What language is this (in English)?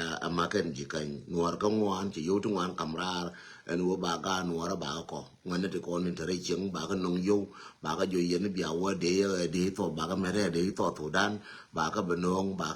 Nuer